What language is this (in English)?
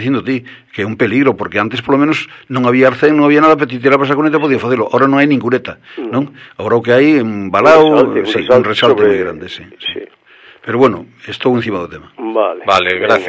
Galician